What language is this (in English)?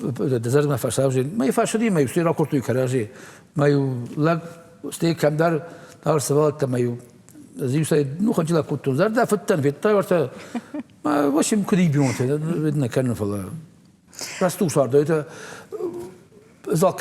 Ossetic